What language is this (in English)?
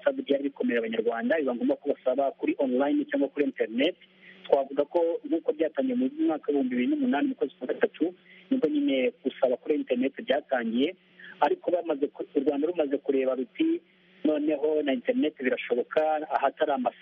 Kinyarwanda